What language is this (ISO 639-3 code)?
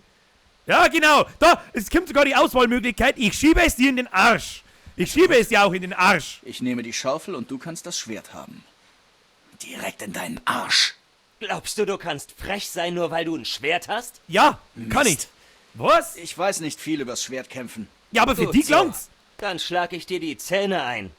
bar